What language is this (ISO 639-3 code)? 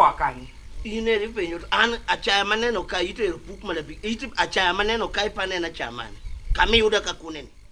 luo